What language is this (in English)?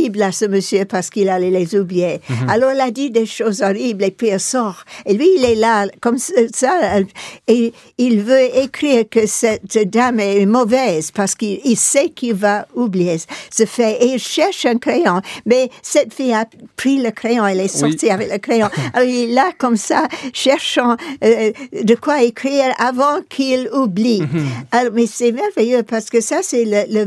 French